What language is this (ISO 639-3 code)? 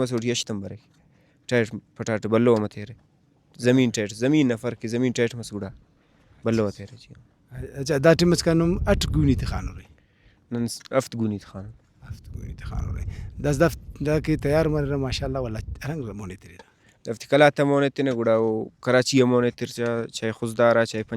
brh